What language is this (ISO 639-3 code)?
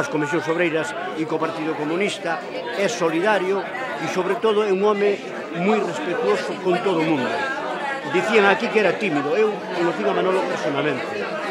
glg